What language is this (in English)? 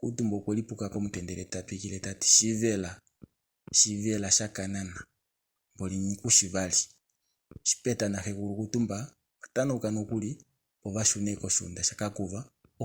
Kuanyama